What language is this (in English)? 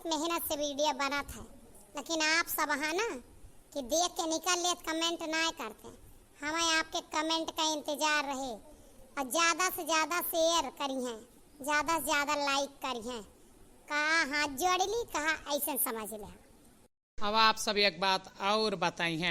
Awadhi